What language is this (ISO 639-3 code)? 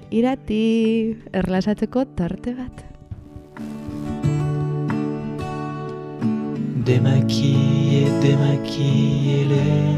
eus